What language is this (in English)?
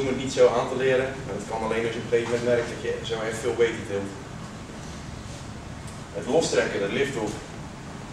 Dutch